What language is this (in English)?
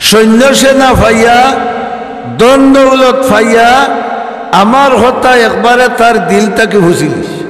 Sylheti